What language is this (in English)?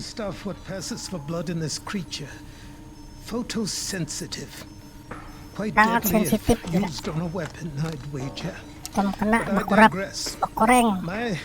Banjar